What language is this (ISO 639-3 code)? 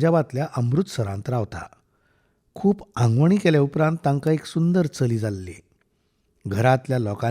kok